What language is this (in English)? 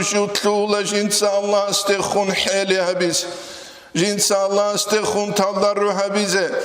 Avaric